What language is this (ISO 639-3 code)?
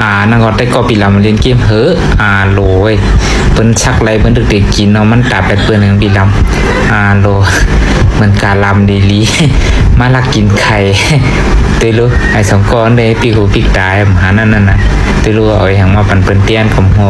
shn